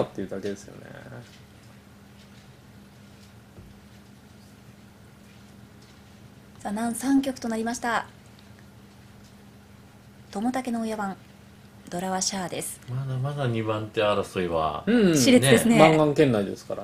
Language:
Japanese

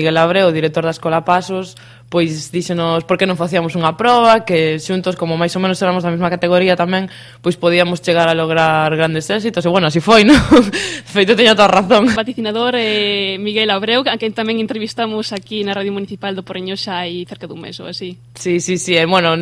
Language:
Galician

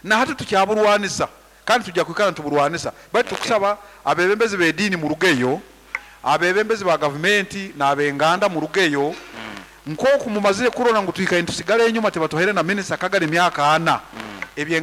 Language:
Nyoro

